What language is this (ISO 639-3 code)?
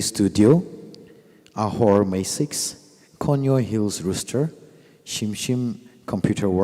nmf